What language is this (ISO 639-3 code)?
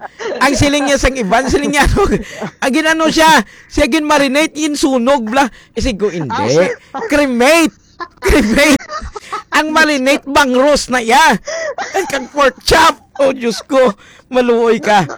hil